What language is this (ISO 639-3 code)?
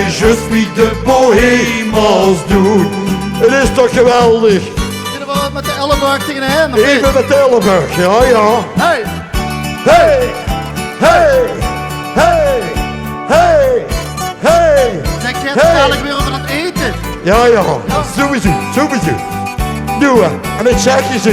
lim